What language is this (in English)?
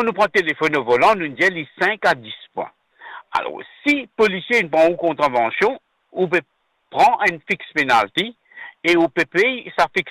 Morisyen